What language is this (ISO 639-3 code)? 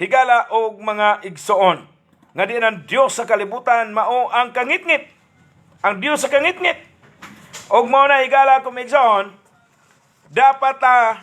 ceb